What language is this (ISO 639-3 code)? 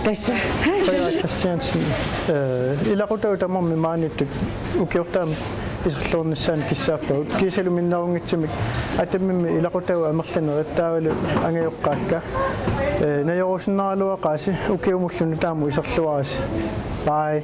kal